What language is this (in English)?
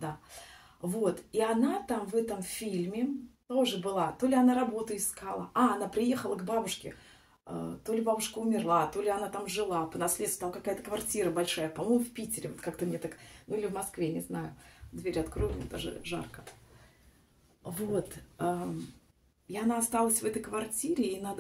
Russian